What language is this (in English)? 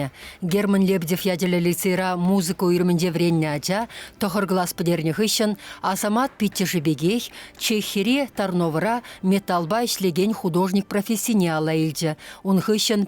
Chuvash